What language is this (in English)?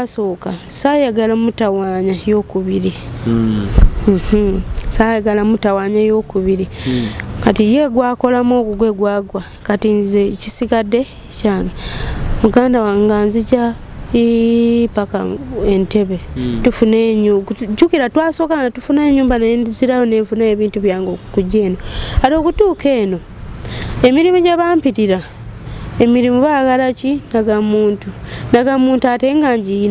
Ganda